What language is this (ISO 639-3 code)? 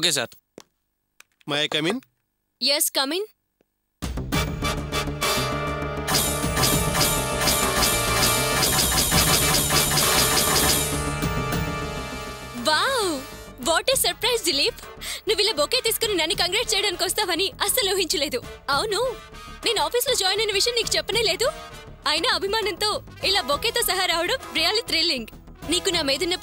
tel